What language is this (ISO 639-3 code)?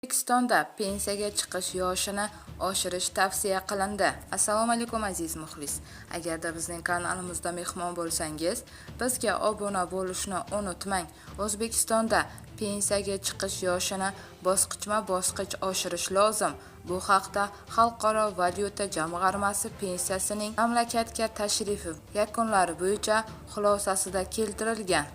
uzb